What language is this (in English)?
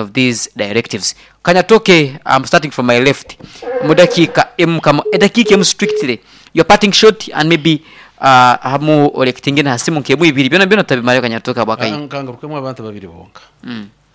Nyoro